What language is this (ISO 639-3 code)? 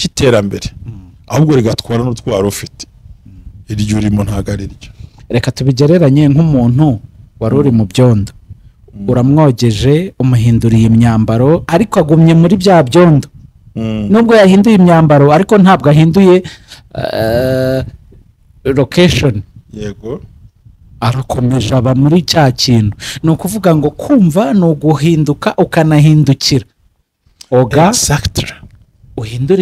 kin